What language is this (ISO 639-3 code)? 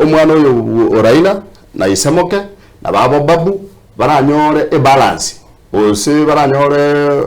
guz